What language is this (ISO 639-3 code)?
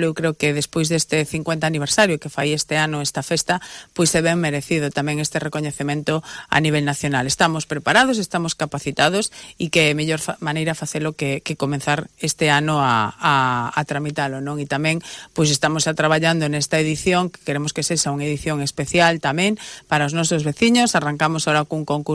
glg